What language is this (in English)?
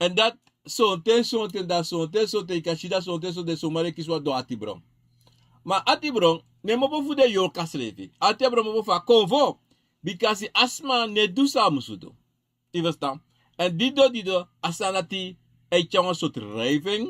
Sranan Tongo